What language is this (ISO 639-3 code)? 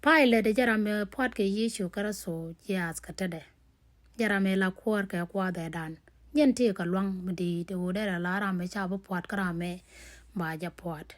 nus